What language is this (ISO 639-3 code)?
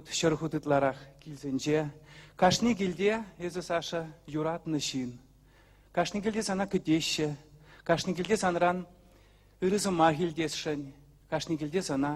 chv